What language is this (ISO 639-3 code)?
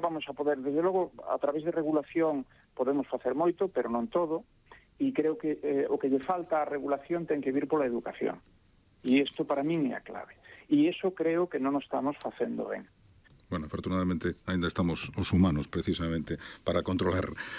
glg